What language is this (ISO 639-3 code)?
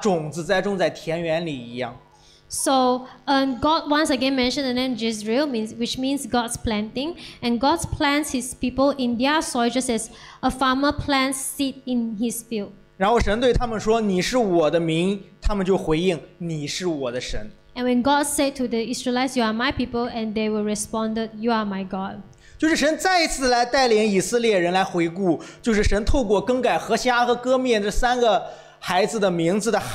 zho